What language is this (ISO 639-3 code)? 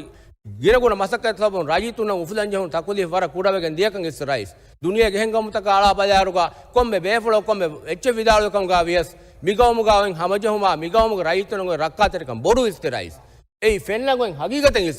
div